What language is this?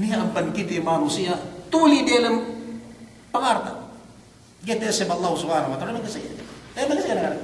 Yakan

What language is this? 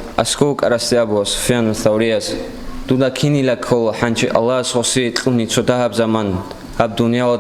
Avaric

